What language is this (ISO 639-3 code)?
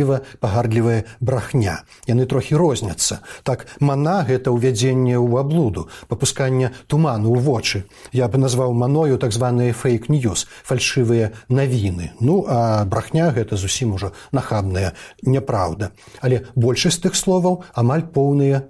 bel